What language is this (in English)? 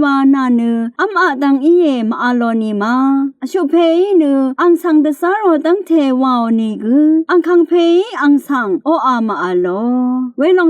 Rawang